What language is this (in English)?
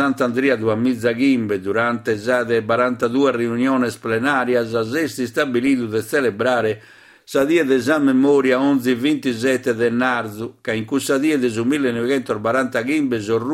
Sardinian